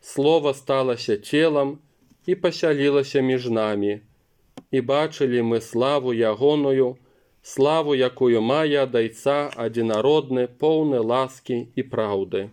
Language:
Belarusian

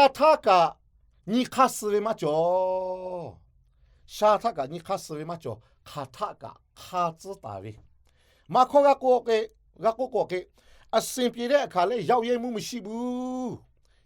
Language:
Lahu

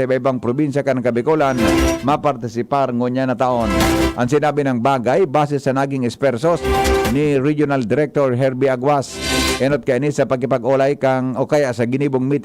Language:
Bikol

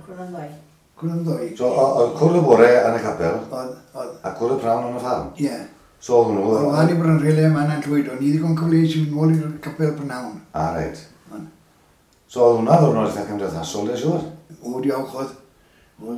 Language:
Welsh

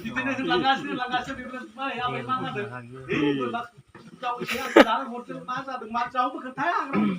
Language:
Bodo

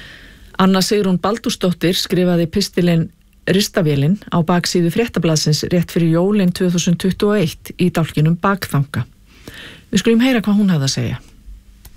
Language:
Icelandic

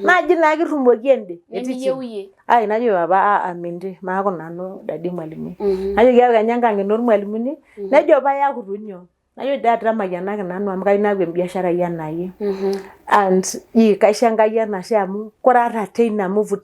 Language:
Masai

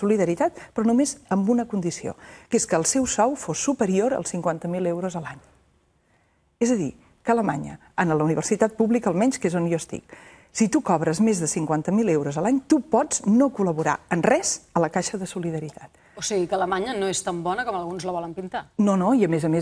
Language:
Catalan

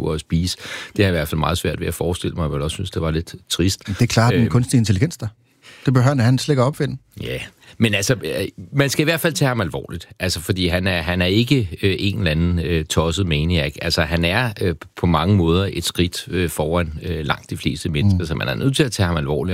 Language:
Danish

